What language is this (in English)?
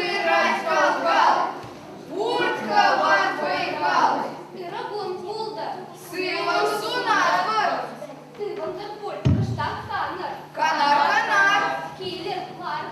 Chuvash